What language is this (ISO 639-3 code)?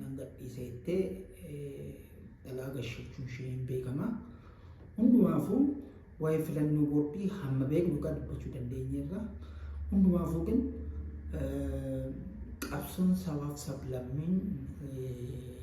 orm